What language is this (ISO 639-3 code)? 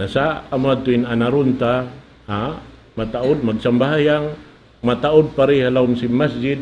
tsg